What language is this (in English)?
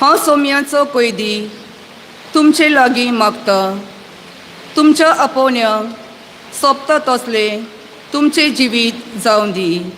Konkani